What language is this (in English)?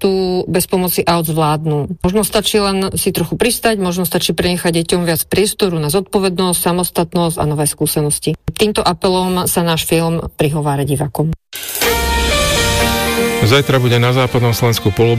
Slovak